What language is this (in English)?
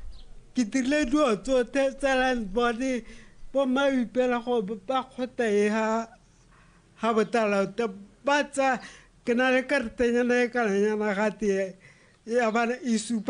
Tswana